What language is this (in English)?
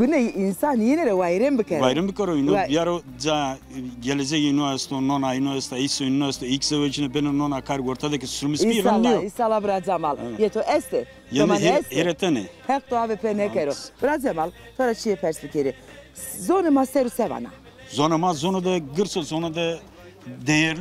Zaza